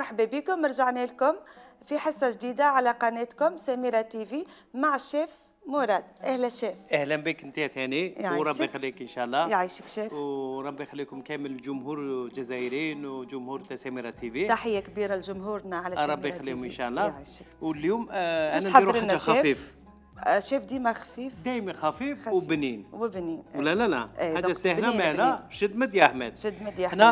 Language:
Algerian Arabic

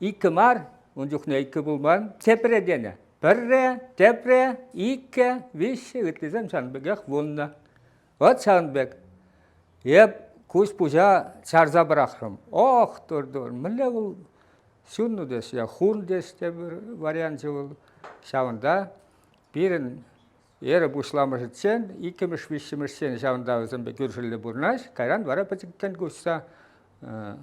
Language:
Chuvash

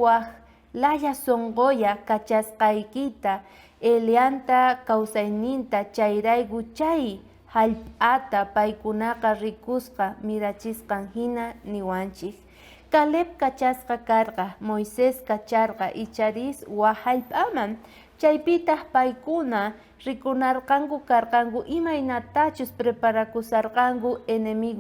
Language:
South Bolivian Quechua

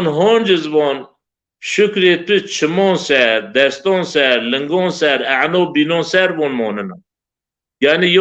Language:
Zaza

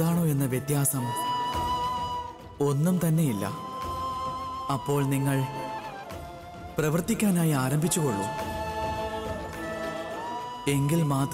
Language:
Malayalam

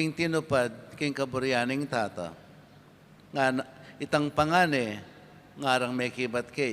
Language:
Pampanga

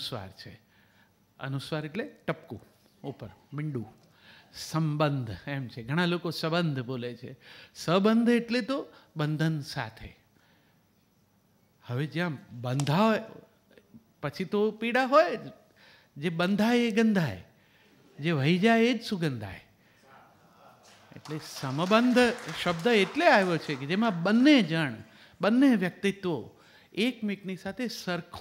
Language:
Gujarati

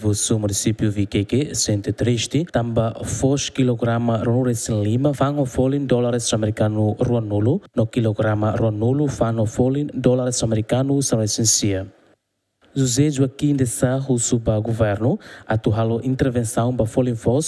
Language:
Tetum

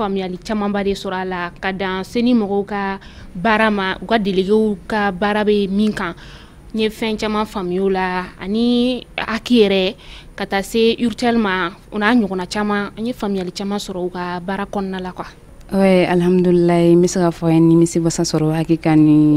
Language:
Bambara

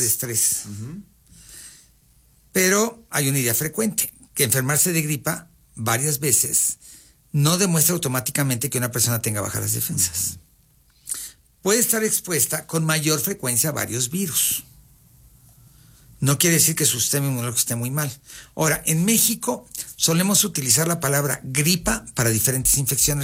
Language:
Spanish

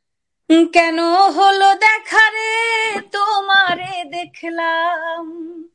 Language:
Bangla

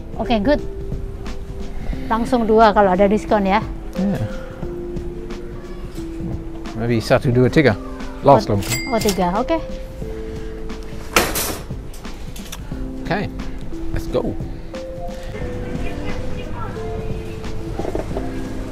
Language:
Indonesian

